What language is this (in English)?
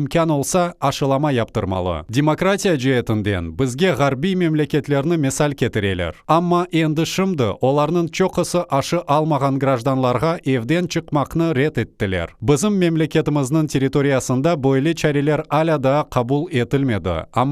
Crimean Tatar